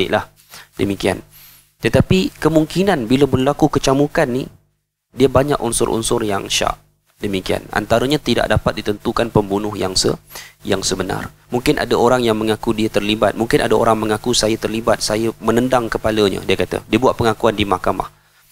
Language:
Malay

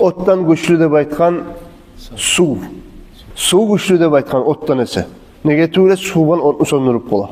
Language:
Kumyk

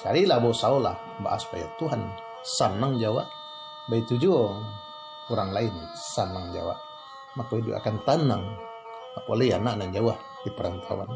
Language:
Minangkabau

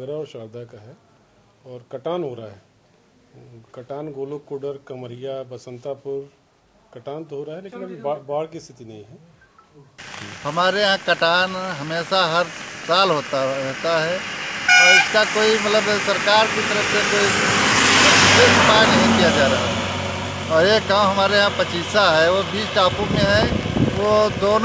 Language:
Hindi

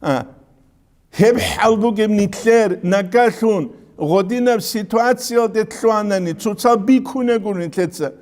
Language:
Avaric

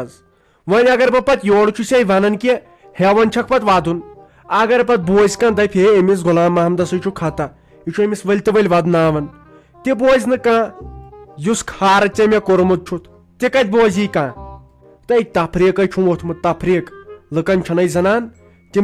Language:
Kashmiri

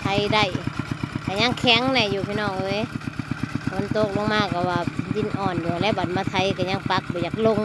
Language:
Northeastern Thai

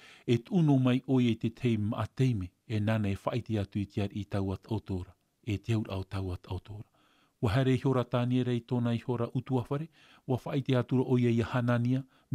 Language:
Tahitian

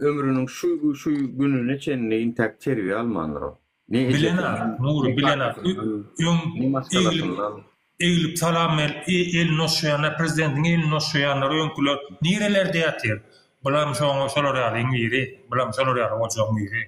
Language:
Turkmen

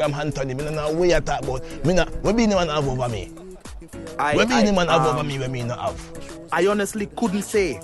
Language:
Jamaican Creole English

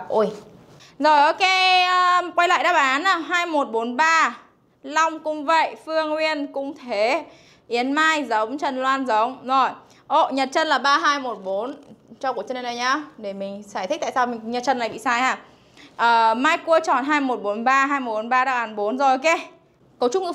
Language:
Vietnamese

